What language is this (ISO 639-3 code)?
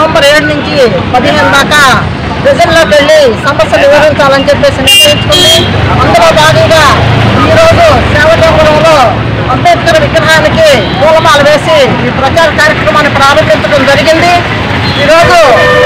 tel